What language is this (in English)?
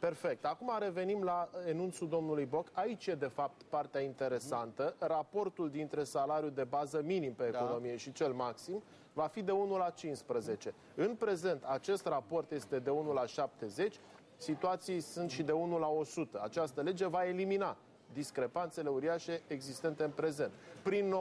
Romanian